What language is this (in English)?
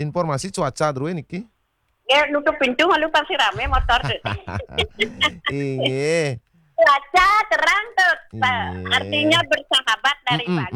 Balinese